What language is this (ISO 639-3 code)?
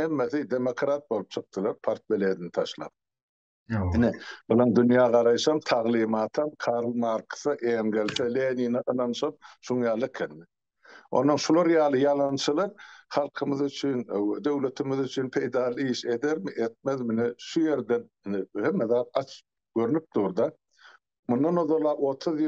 tuk